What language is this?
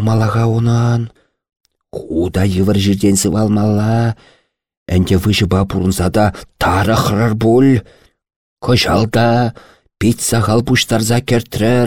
Chuvash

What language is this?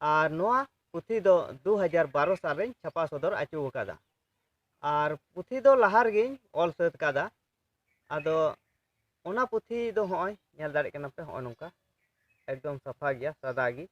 Santali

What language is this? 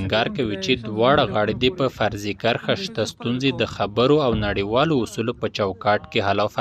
Pashto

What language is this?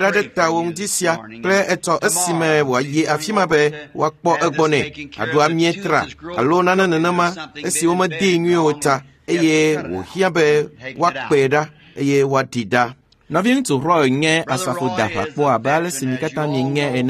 Ewe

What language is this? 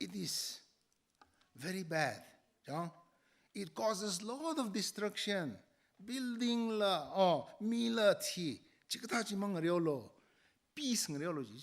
Tangkhul Naga (India)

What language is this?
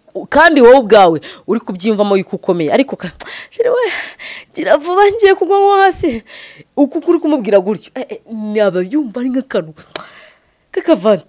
Kinyarwanda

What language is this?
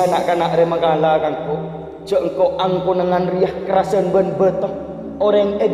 Madurese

